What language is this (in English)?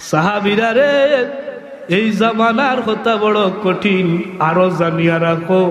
Sylheti